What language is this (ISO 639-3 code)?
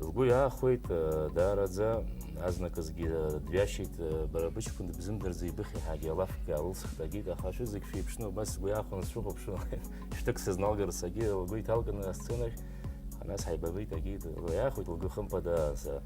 abk